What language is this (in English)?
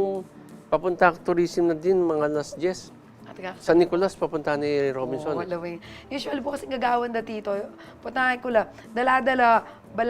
Pampanga